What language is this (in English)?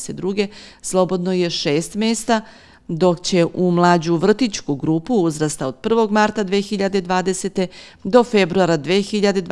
Serbian